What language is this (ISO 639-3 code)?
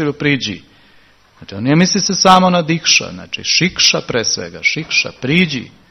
srp